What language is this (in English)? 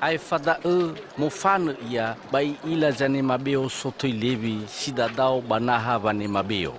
Nias